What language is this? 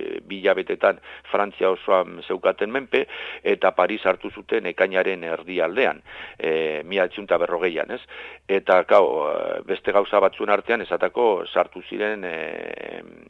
Basque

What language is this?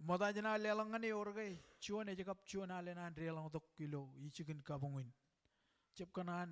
Marshallese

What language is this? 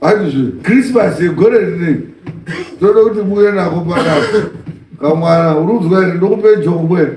Shona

